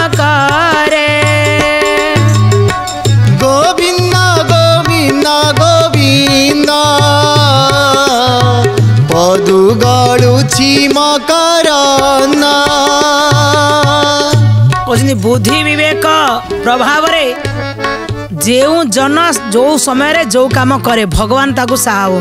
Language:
Odia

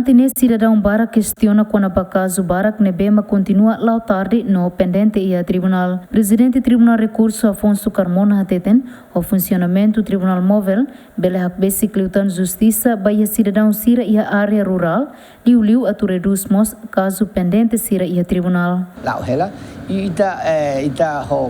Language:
Tetum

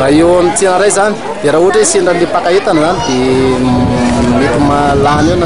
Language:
Malagasy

